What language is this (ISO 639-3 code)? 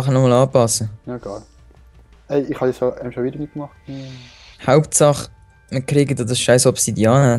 gsw